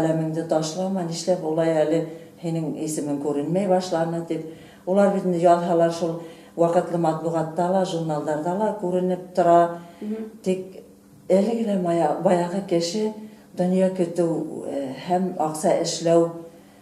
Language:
Bashkir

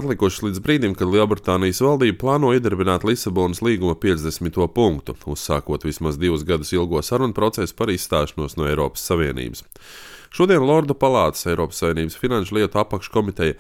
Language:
Latvian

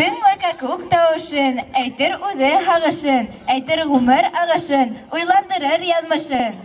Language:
Bashkir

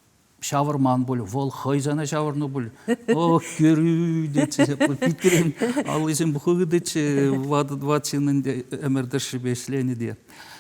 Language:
Chuvash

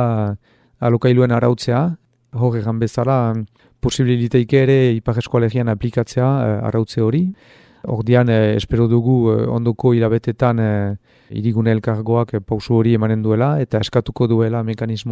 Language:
Basque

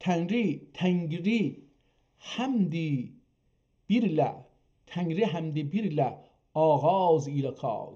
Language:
South Azerbaijani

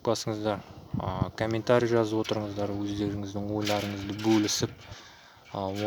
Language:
Kazakh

